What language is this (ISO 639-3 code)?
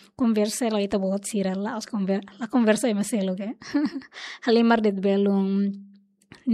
tet